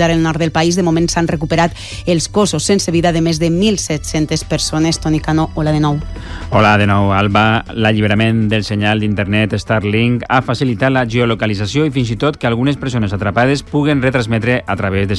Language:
Catalan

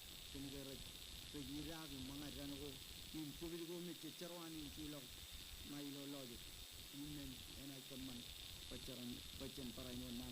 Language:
Marshallese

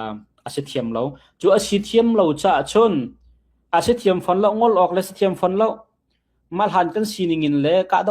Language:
Hakha Chin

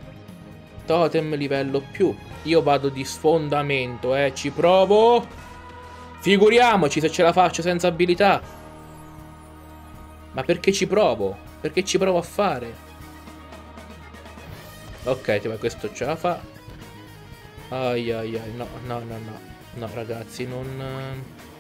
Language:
Italian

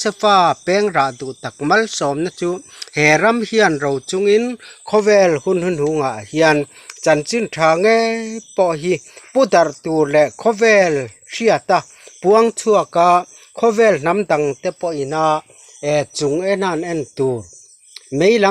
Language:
Mizo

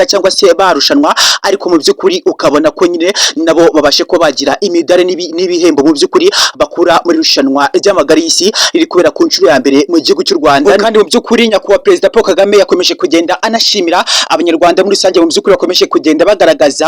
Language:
Kinyarwanda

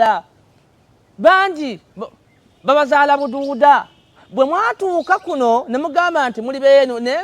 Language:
Ganda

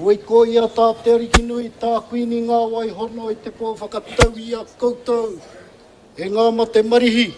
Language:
Māori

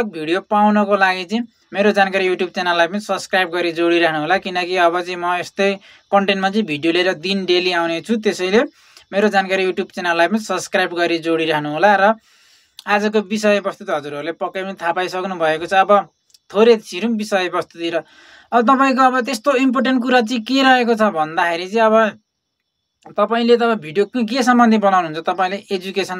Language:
Nepali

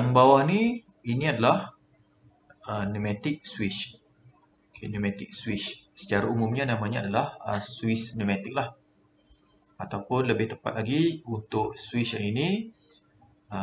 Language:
Malay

